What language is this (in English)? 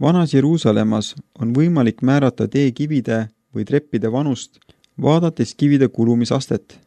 Estonian